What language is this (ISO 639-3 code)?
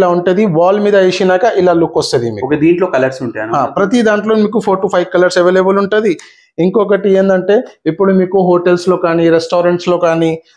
tel